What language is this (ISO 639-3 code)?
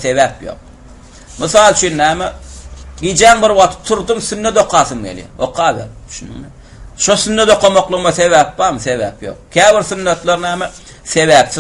tuk